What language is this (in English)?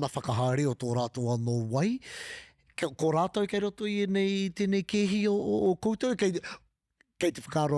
Māori